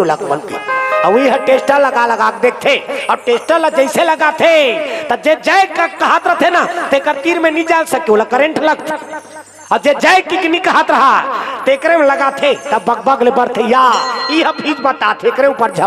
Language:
Chhattisgarhi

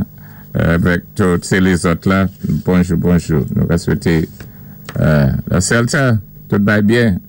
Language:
Saint Lucian Creole French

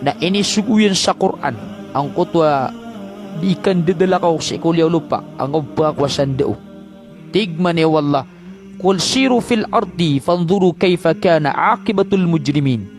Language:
Maranao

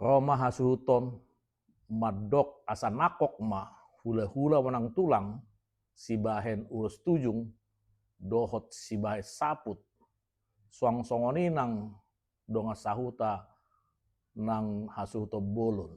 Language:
Batak Toba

